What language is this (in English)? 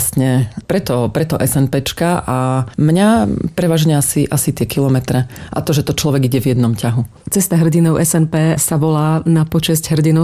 Slovak